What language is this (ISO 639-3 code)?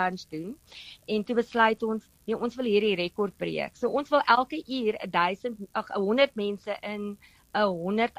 afr